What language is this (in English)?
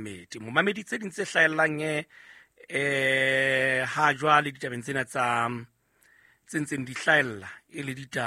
Southern Sotho